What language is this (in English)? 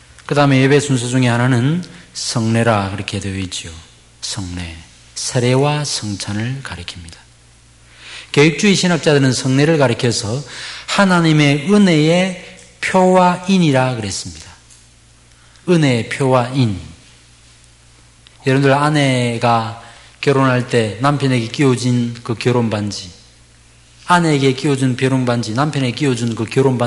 Korean